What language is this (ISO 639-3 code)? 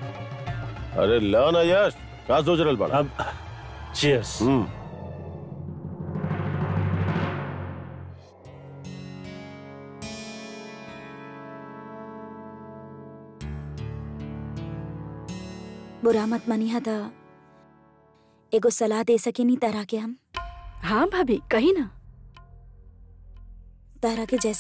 bho